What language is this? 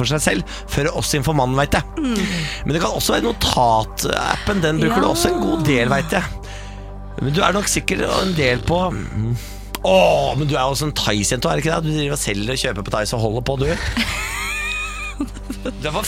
Norwegian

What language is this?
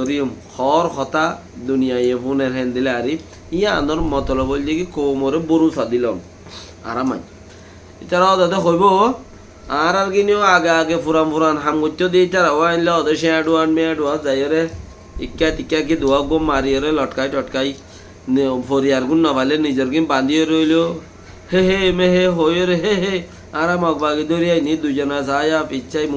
Rohingya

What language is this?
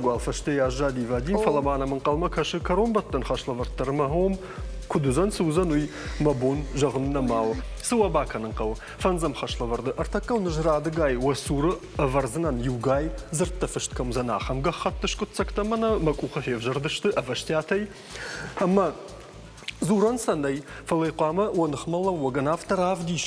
Ossetic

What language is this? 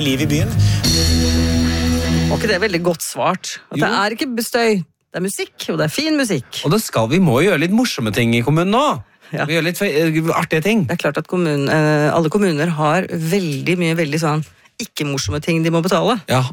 Norwegian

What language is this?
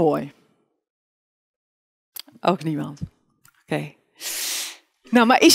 Dutch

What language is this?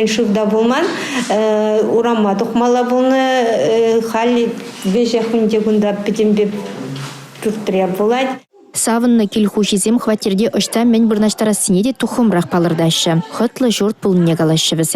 Chuvash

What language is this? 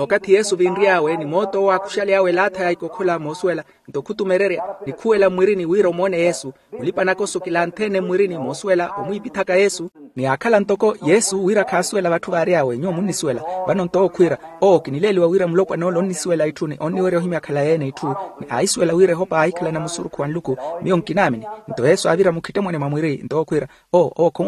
Makhuwa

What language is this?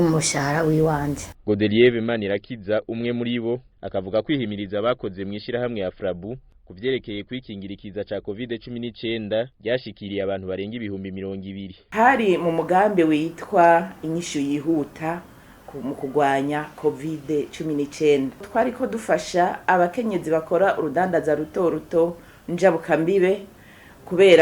Rundi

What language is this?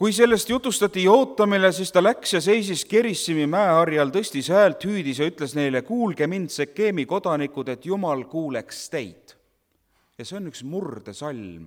Estonian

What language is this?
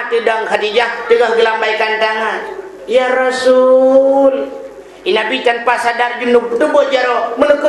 Achinese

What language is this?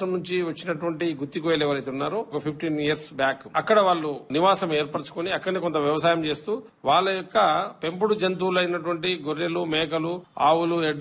Telugu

